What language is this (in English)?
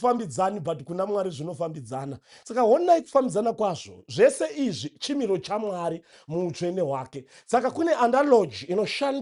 Shona